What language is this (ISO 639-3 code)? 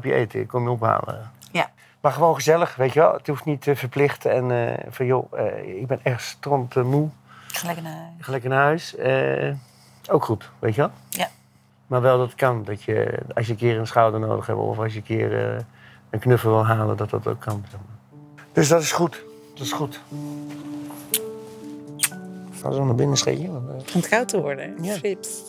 nld